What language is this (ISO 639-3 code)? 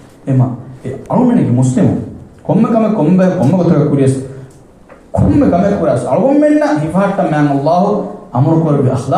div